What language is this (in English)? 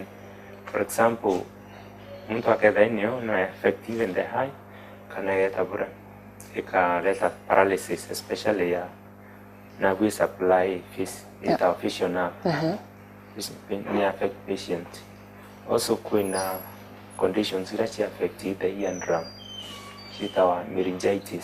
Meru